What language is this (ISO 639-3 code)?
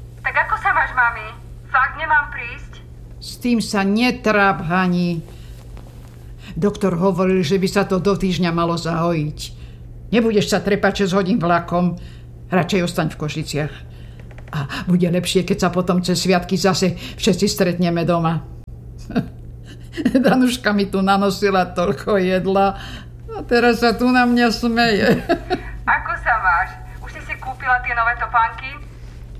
slk